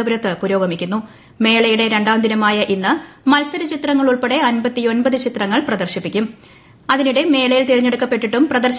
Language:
Malayalam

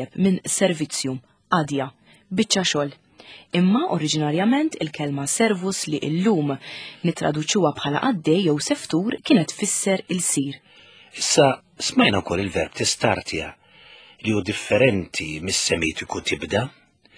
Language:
Maltese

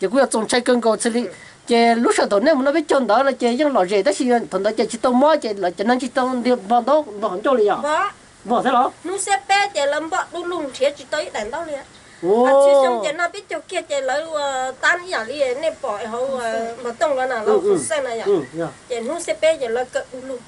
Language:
Hmong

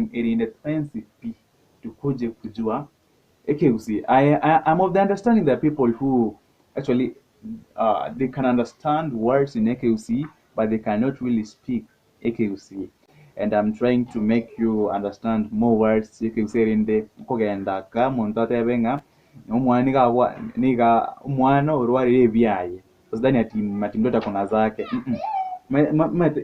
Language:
Gusii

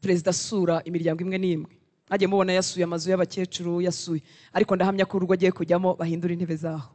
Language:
Kinyarwanda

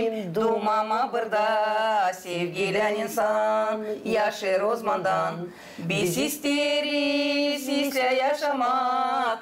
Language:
Gagauz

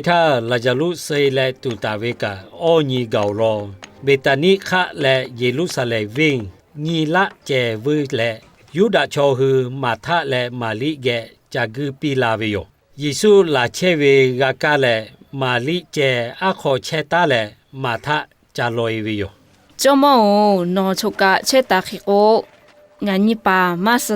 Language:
Lahu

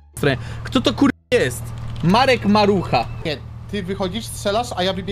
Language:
Polish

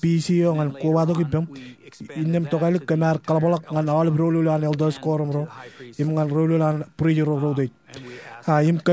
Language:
Marshallese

